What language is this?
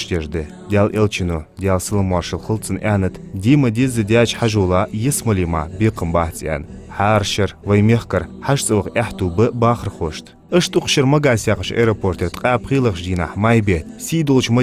Ingush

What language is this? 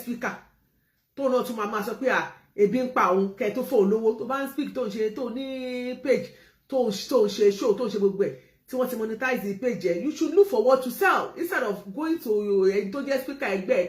Yoruba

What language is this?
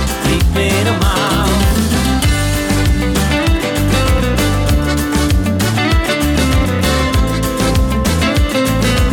Dutch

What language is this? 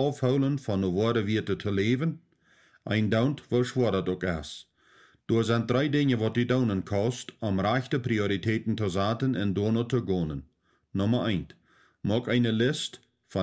Plautdietsch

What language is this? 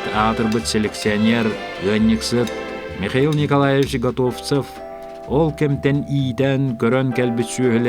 Yakut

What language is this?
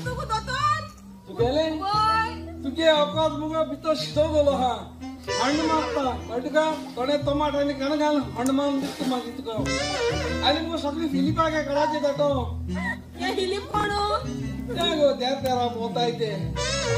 Konkani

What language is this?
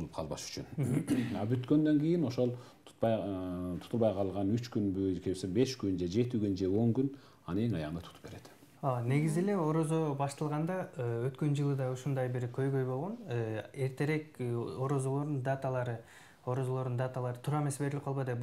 Kyrgyz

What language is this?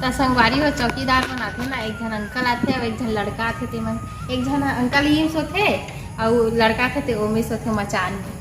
Chhattisgarhi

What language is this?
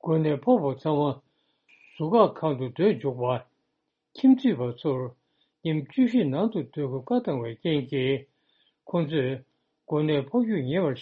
Tibetan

